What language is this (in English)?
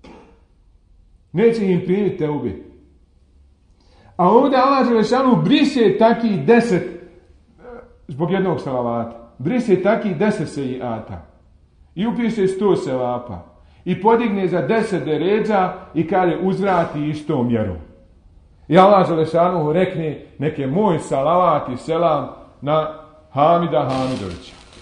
Bosnian